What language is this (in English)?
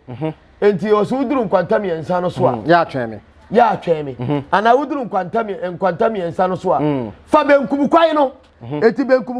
Akan